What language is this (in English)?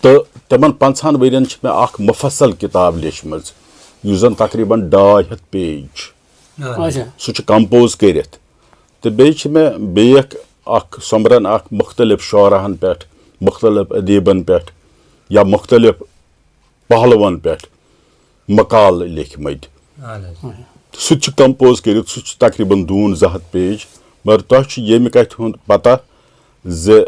Kashmiri